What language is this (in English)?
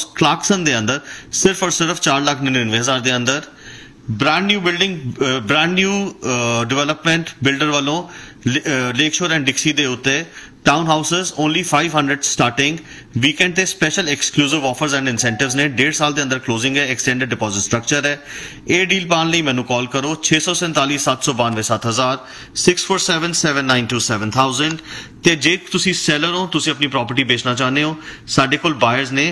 Punjabi